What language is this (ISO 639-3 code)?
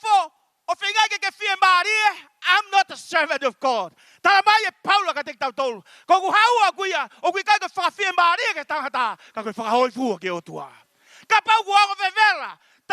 ton